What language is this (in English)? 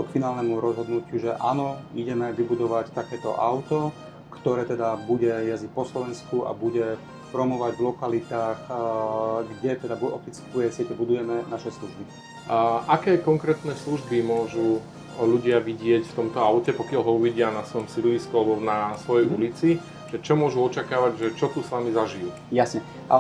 Slovak